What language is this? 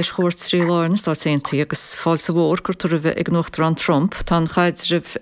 Irish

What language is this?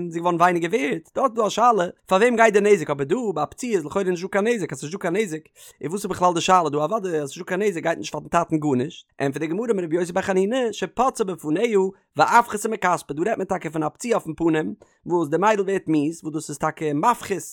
Yiddish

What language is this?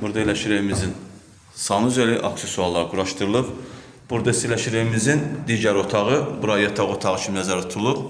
Azerbaijani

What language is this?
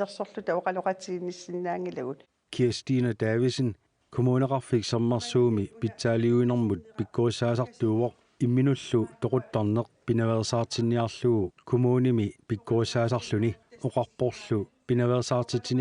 Kalaallisut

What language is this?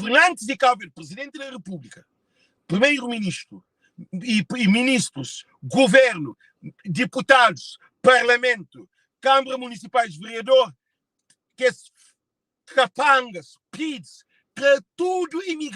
Kabuverdianu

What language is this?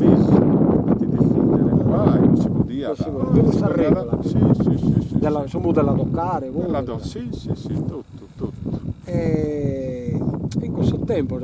Sardinian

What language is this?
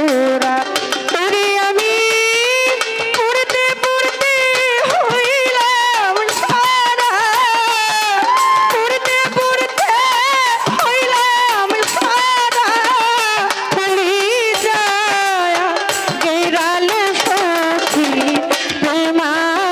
Bangla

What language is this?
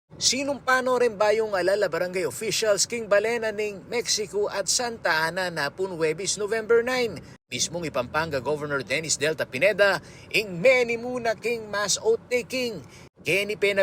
Pampanga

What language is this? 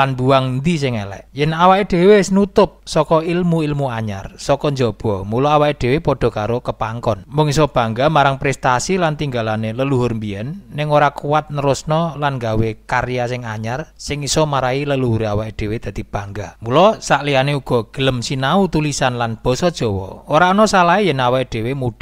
Javanese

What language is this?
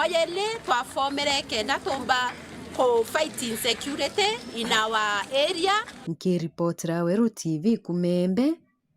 Meru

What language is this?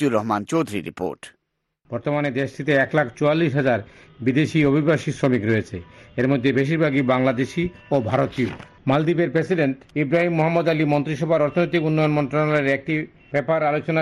Bangla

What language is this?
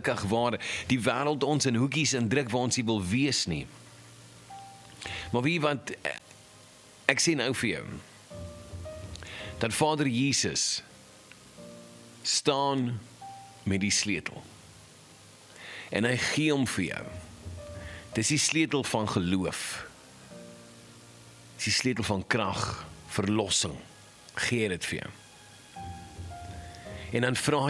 Afrikaans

